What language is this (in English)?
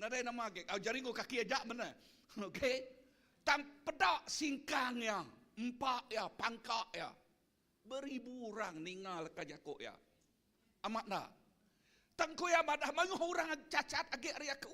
Iban